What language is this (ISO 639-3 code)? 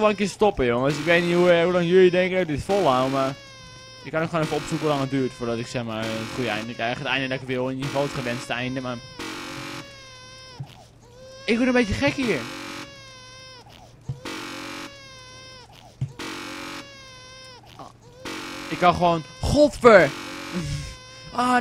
nld